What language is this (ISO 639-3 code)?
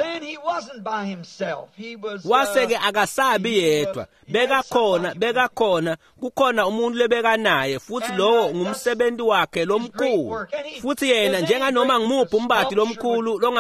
ssw